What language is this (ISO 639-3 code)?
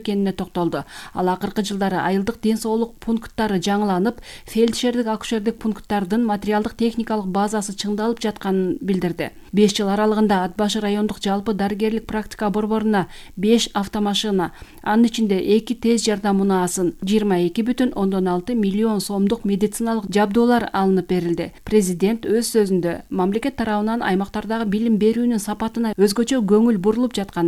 kir